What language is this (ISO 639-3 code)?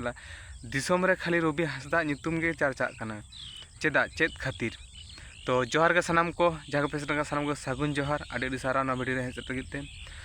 sat